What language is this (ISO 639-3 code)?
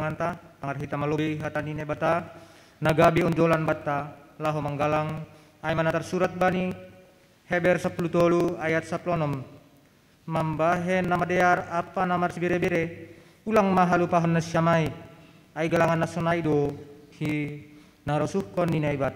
bts